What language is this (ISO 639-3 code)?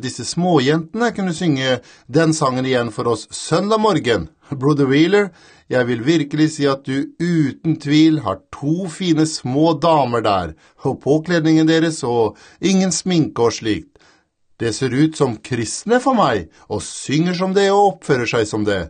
nor